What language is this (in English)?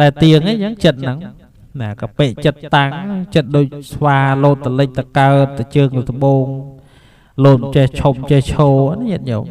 Khmer